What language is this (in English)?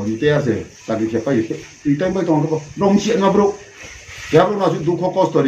Riang (India)